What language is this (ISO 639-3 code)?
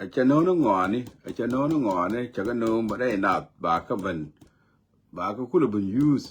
nus